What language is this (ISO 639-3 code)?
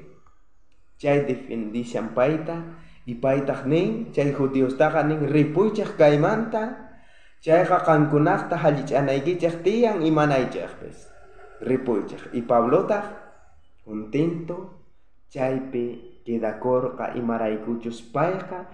quh